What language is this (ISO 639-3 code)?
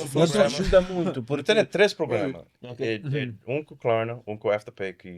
kea